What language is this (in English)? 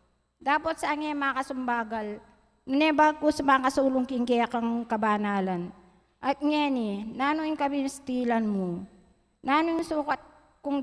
Pampanga